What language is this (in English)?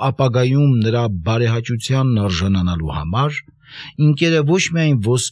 Armenian